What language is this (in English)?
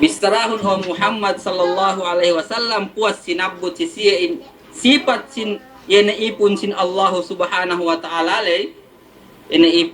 Yakan